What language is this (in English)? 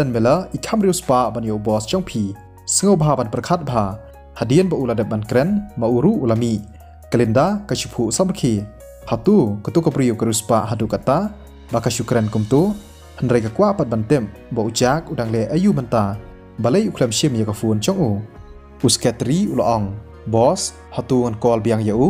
Khasi